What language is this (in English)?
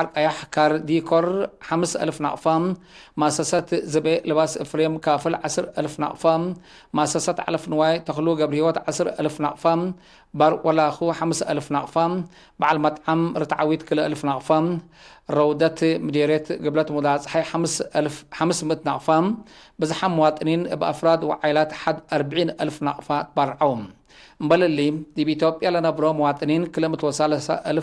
Tigre